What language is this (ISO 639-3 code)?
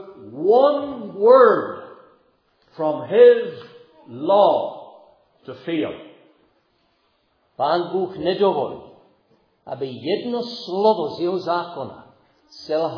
ces